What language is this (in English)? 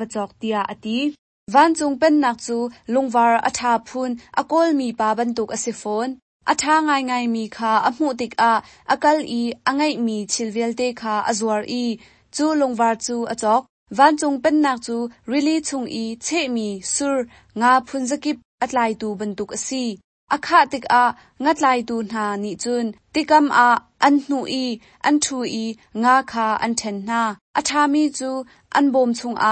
Hakha Chin